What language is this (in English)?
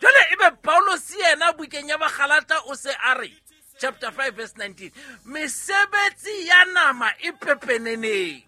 Southern Sotho